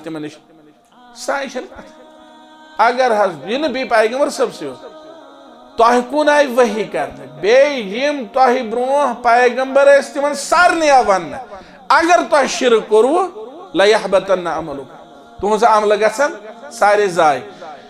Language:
Kashmiri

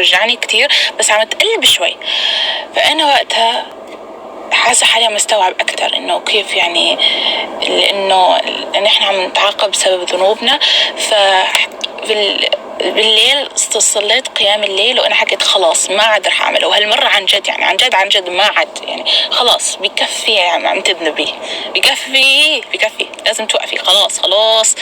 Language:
North Levantine Arabic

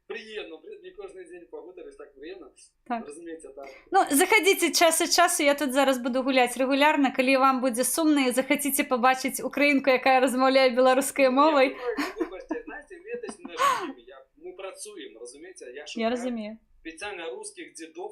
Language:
Belarusian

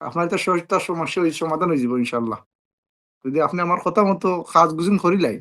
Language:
Sylheti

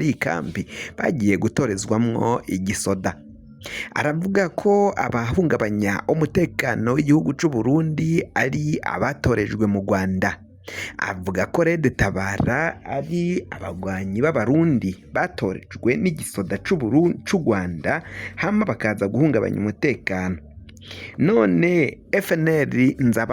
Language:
Rundi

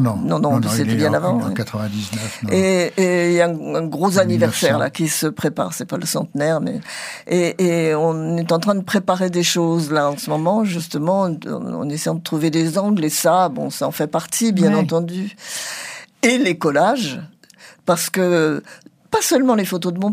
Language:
French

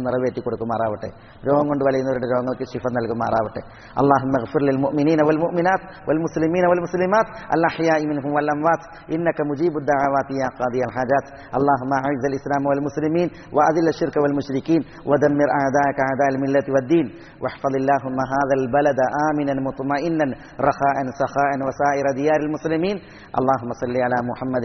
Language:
Malayalam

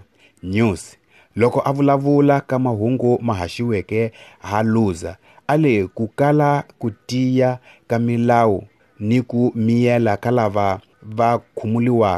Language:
Tsonga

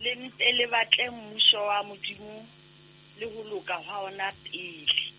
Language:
Southern Sotho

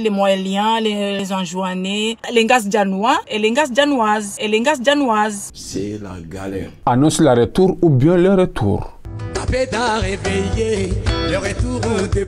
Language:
Ngazidja Comorian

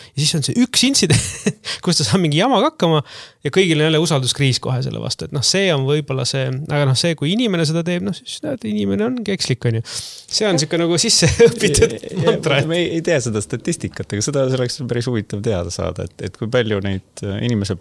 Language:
Estonian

